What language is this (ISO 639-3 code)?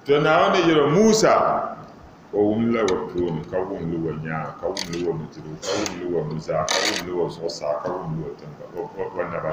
dag